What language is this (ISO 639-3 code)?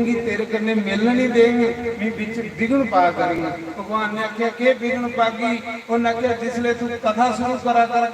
doi